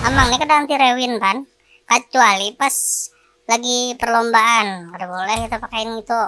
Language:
Banjar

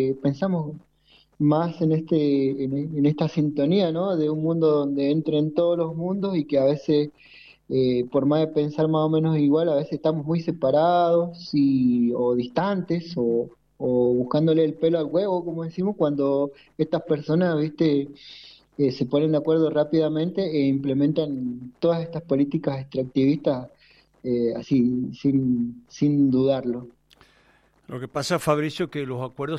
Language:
Spanish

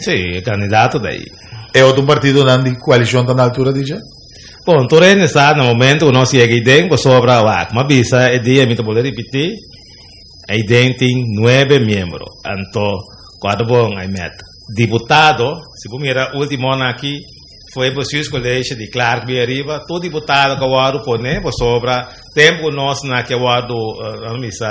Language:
Papiamento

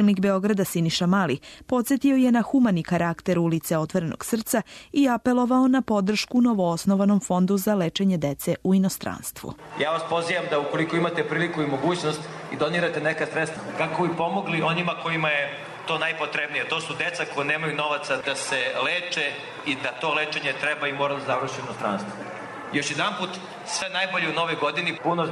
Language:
Serbian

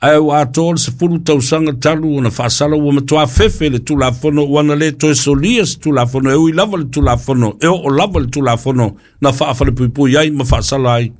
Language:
Samoan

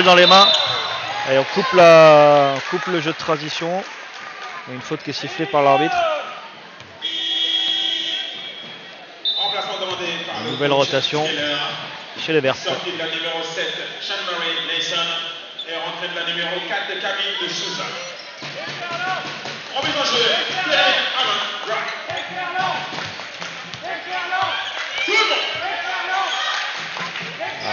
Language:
French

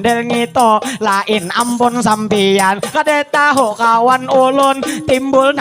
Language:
Banjar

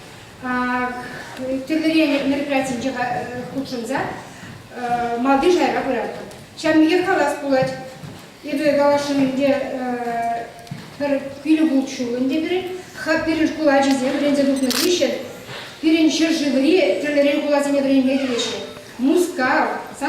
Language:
Chuvash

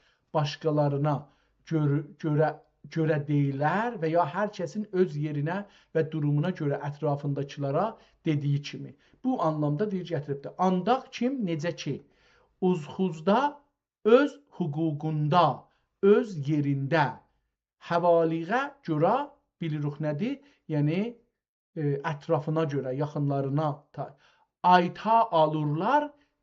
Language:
South Azerbaijani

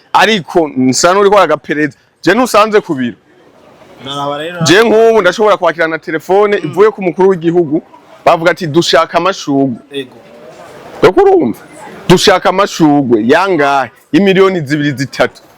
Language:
Rundi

